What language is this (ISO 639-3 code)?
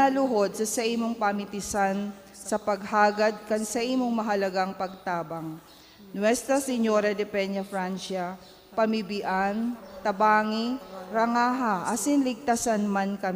bik